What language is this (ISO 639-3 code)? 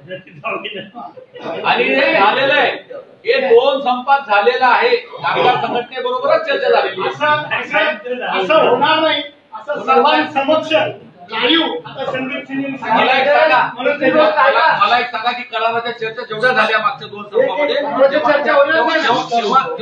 mar